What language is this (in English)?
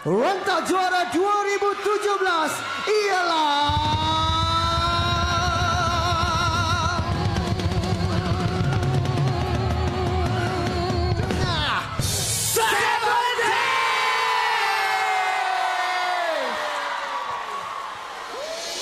Malay